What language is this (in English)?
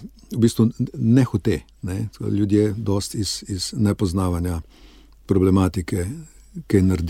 Slovenian